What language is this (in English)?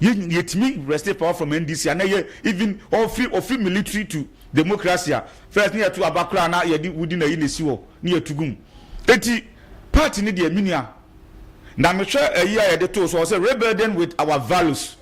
Akan